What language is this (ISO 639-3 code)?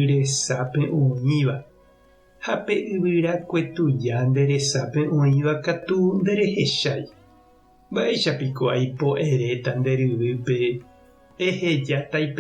grn